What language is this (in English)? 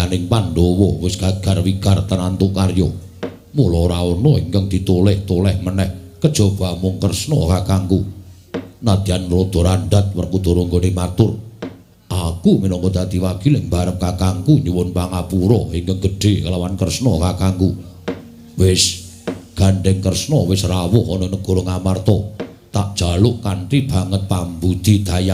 Javanese